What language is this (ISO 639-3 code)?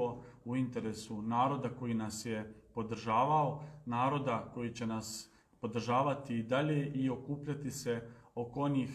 srp